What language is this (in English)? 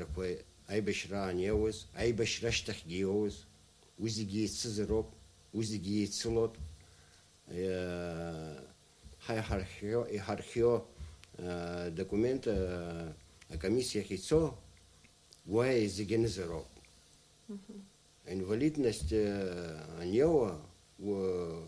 Abkhazian